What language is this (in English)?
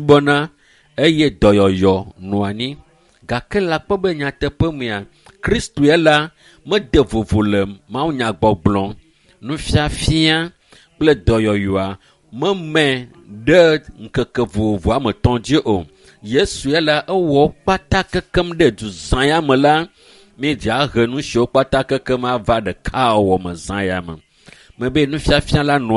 Ewe